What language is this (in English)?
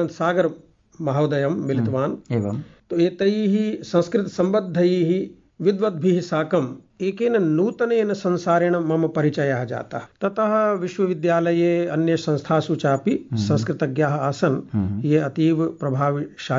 Sanskrit